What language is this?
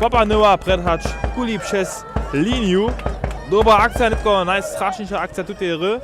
Upper Sorbian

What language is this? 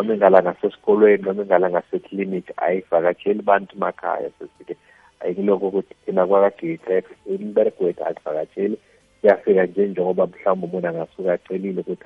South Ndebele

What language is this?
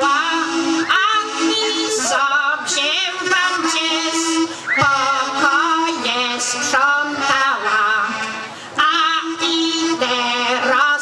Polish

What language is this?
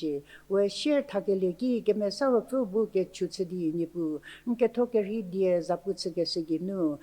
Angami Naga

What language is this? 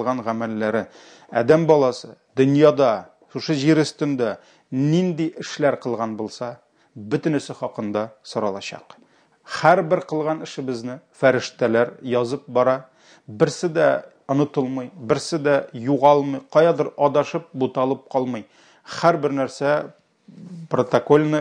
Tatar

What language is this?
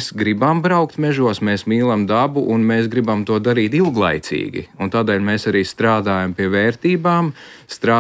Latvian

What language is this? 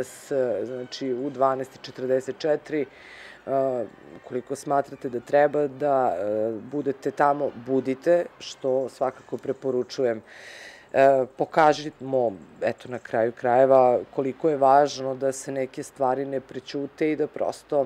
Serbian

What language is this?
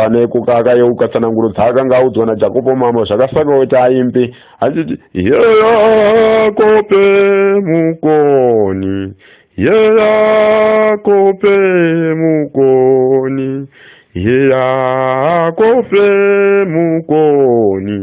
Shona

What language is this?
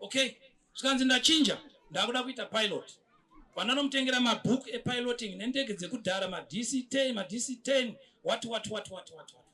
Shona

